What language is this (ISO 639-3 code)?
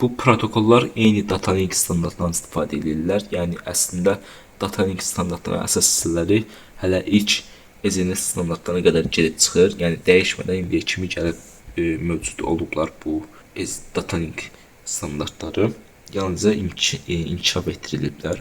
aze